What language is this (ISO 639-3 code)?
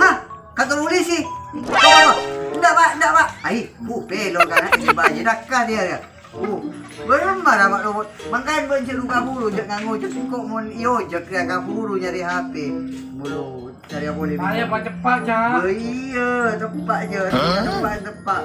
mad